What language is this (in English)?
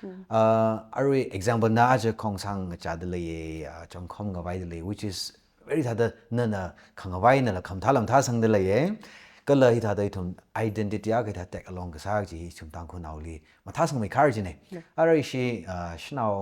Tangkhul Naga (India)